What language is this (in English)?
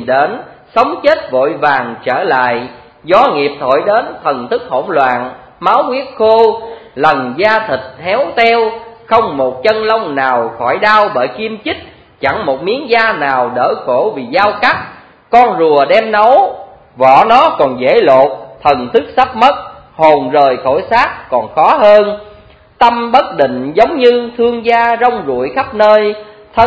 Vietnamese